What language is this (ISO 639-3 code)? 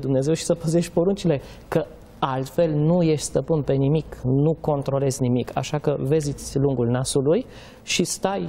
ron